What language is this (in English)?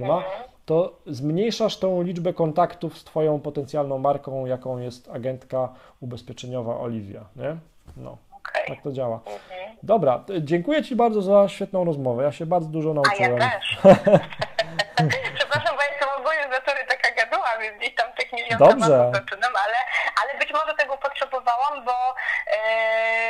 Polish